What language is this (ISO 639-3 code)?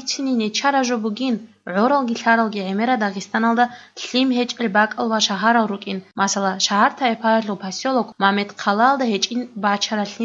ava